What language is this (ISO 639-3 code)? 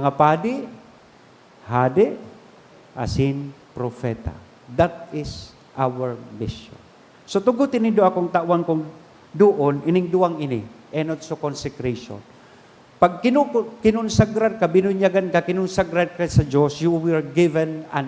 bik